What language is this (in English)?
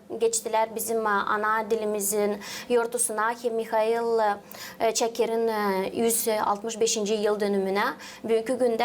Gagauz